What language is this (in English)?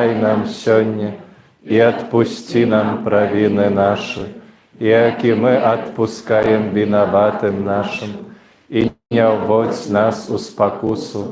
Belarusian